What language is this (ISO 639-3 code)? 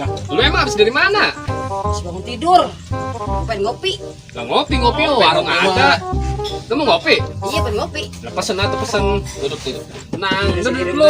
bew